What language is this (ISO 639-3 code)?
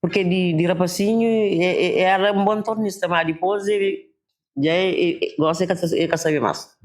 kea